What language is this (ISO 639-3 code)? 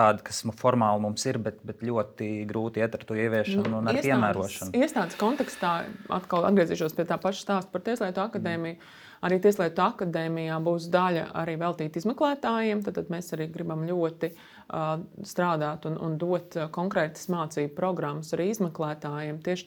lav